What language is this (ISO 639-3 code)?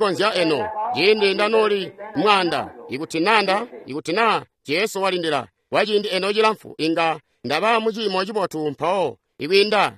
toi